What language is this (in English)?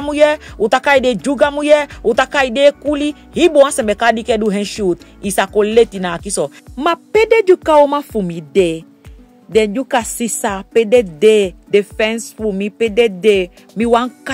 Saramaccan